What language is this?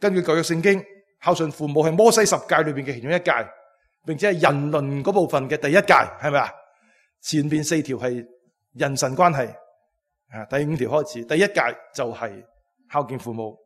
Cantonese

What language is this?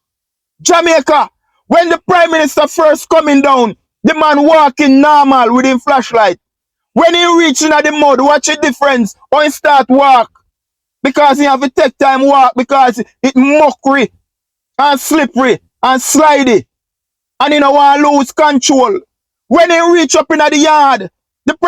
Jamaican Creole English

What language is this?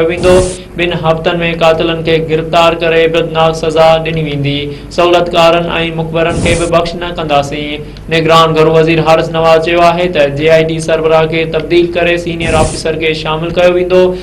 Sindhi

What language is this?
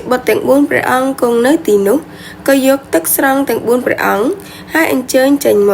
Khmer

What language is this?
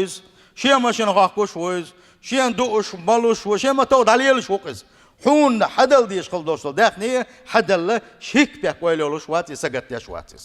Chechen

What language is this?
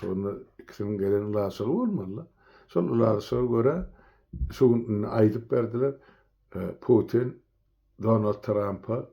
Turkmen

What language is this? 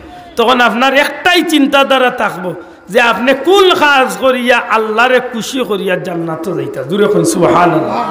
Sylheti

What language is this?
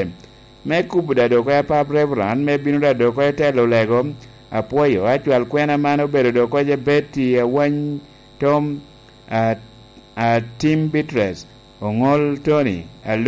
Lango (Uganda)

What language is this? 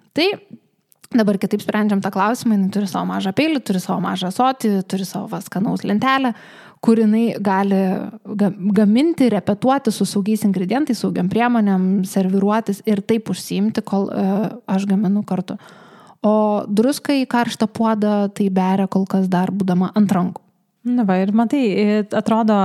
Lithuanian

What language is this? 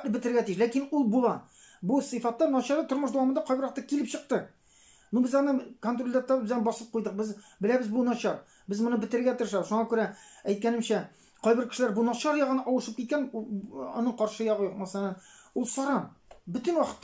Tatar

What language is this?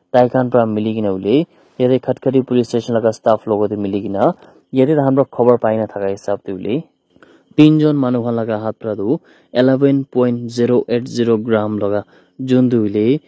Naga Pidgin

